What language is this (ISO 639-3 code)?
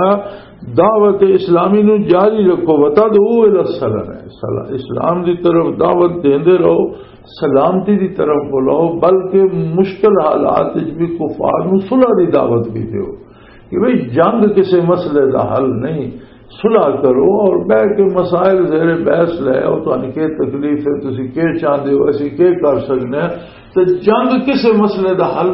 lah